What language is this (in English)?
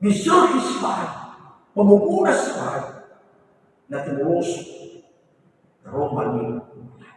Nias